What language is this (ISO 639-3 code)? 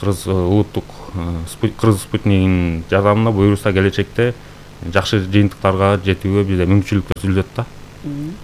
kir